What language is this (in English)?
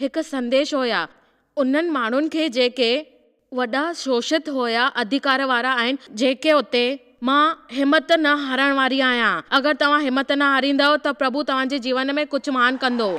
Sindhi